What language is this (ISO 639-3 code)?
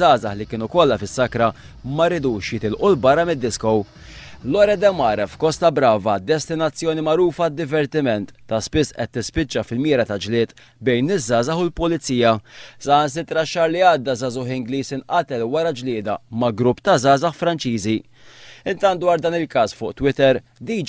mlt